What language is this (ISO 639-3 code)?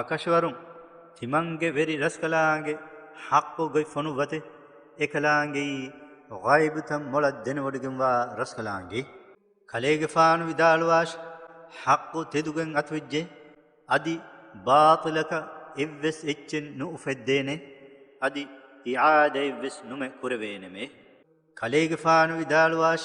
div